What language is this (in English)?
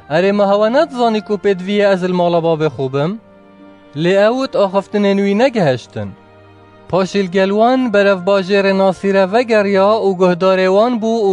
Kurdish